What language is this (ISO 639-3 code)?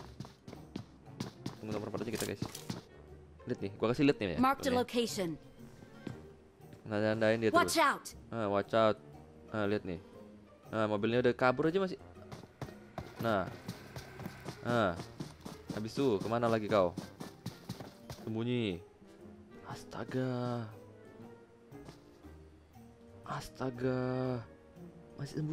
ind